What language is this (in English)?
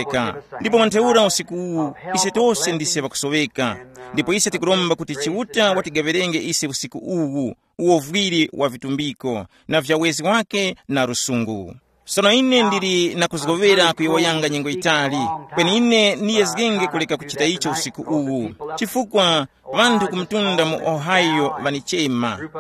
Tumbuka